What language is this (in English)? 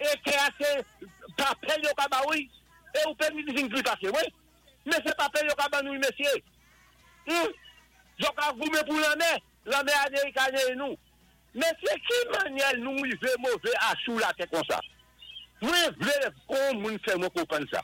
Saint Lucian Creole French